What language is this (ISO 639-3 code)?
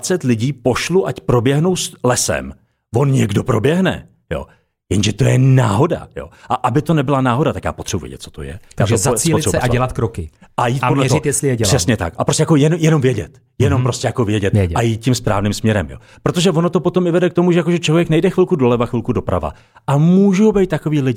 ces